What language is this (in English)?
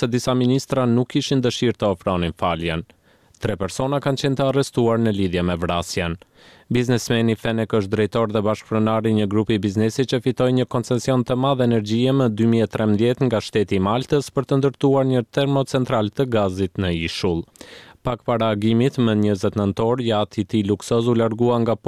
Albanian